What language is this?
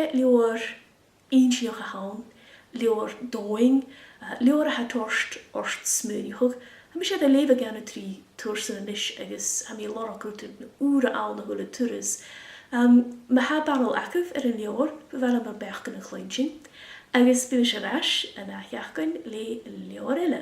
Scottish Gaelic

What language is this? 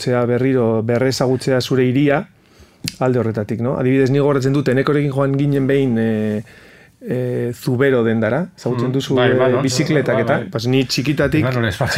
Basque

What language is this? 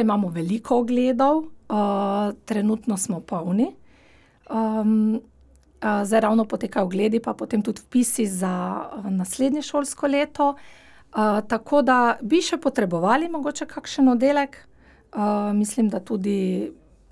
Slovenian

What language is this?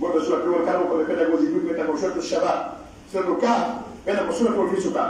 Pular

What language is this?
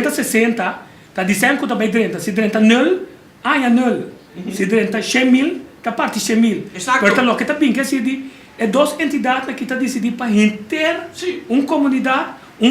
Papiamento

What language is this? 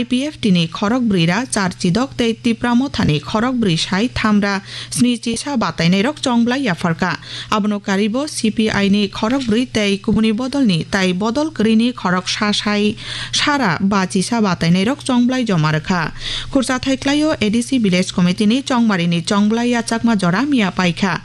Kok Borok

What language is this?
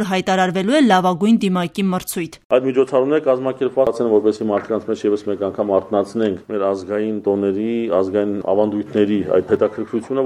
Armenian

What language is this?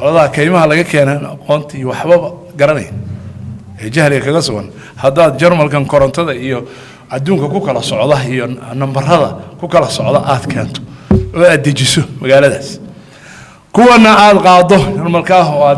Somali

